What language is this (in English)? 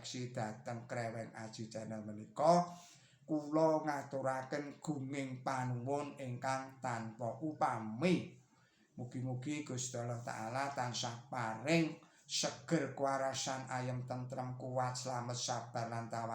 Javanese